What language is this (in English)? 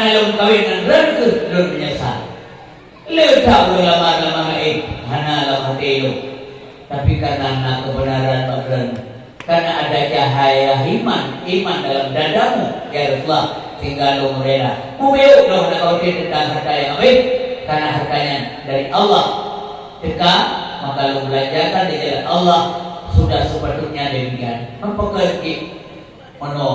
Achinese